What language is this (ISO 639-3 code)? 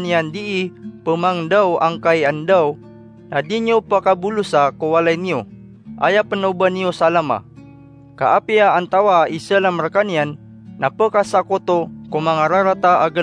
mrw